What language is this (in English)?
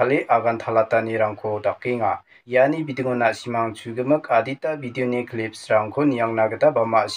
Garo